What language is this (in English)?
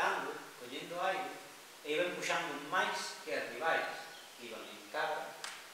Galician